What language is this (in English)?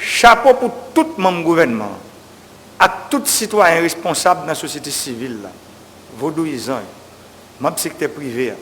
Haitian Creole